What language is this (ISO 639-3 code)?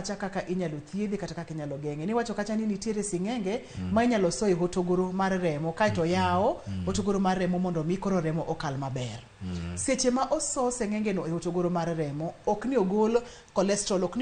luo